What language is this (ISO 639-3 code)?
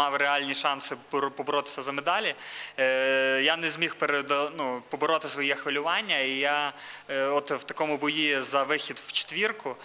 ukr